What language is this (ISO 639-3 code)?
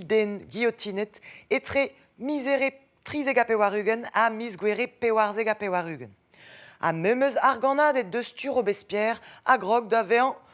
bre